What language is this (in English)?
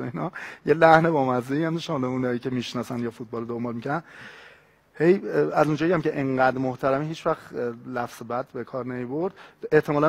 Persian